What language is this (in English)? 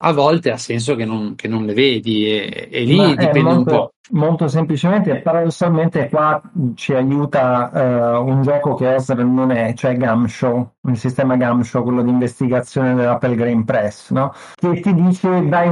Italian